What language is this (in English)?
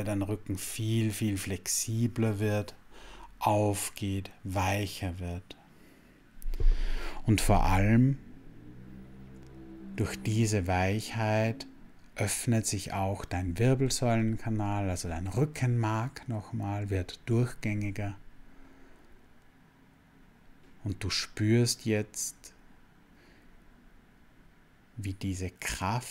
German